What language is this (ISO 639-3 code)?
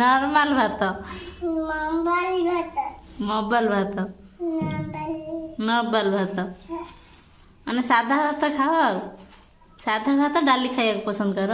ori